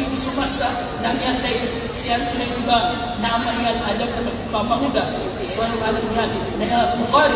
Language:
Maranao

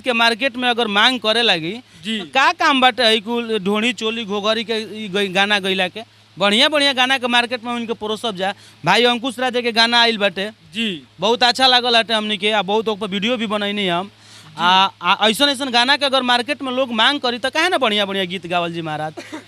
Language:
Bhojpuri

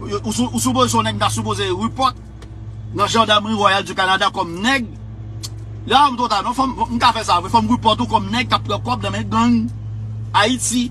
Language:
Haitian Creole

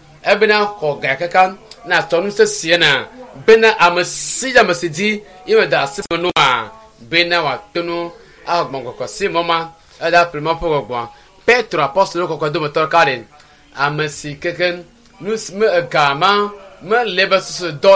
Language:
Ewe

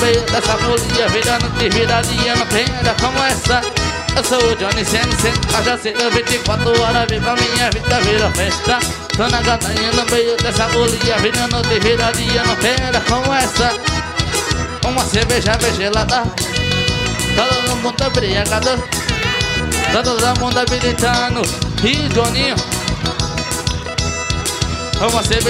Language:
Portuguese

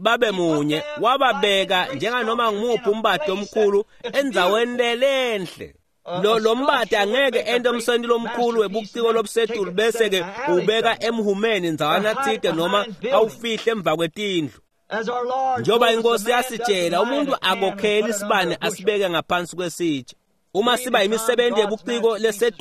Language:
Swati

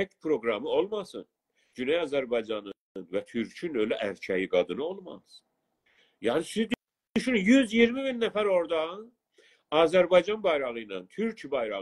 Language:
South Azerbaijani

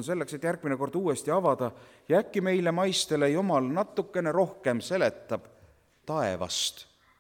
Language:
Estonian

